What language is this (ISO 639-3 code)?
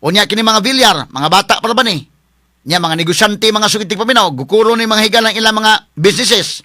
ceb